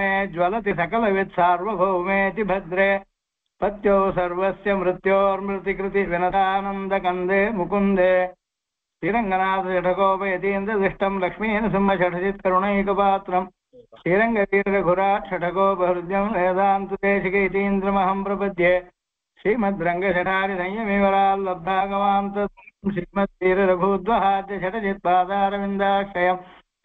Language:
Sanskrit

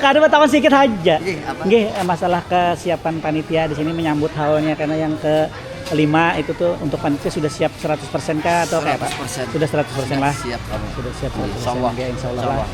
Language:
Banjar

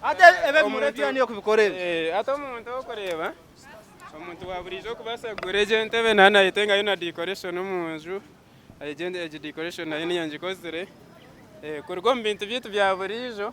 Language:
Nyankole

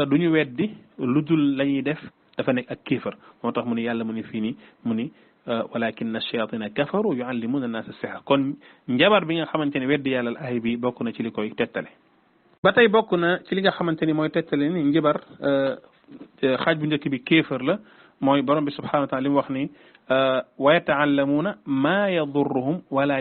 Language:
Wolof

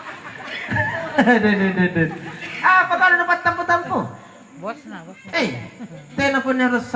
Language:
Makasar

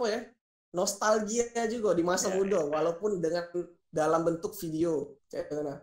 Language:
Musi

